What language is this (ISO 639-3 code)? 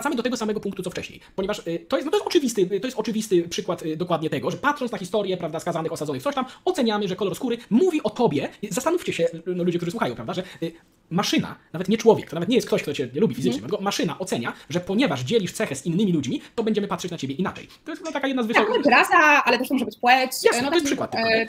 pol